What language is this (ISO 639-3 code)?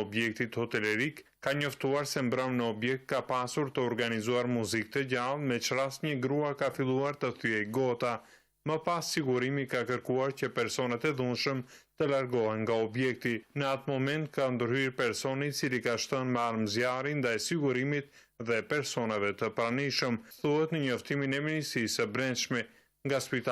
sqi